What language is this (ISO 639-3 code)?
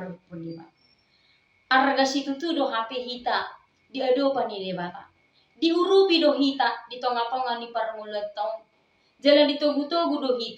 bbc